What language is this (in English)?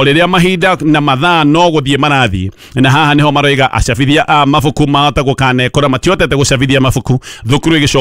Kikuyu